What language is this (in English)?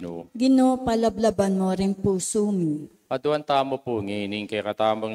Pampanga